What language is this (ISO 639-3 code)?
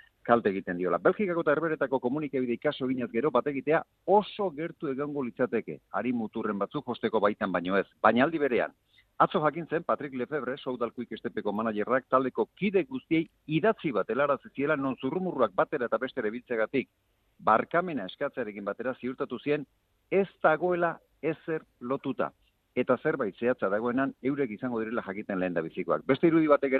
eus